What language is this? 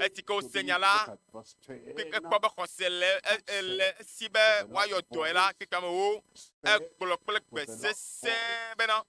Ewe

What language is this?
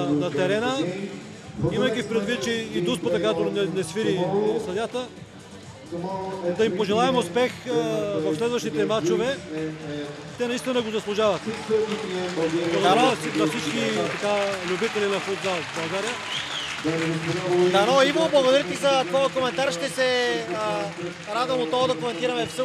Bulgarian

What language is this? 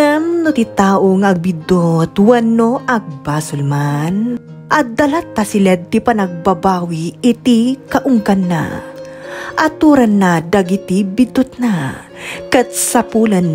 Iloko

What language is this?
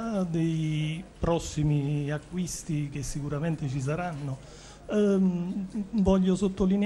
Italian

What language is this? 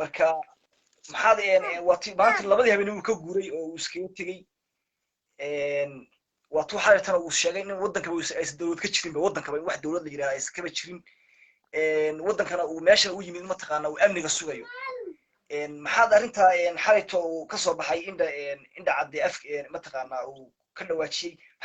Somali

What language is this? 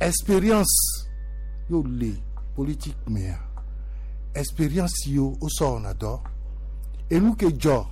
Gen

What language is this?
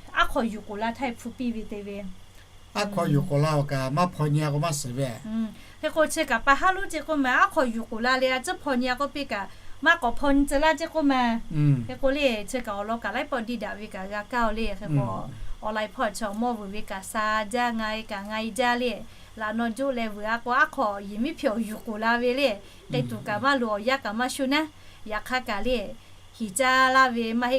Lahu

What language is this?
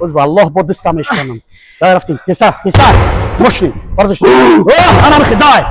Tajik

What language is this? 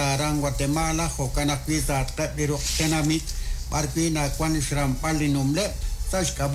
Kekchí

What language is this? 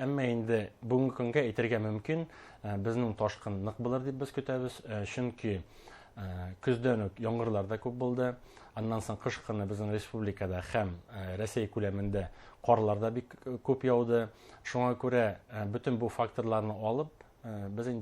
Bashkir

